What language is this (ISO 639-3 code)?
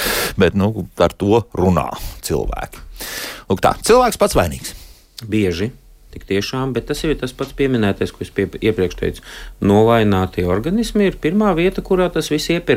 lav